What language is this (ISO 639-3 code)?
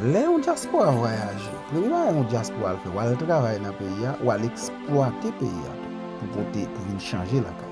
hat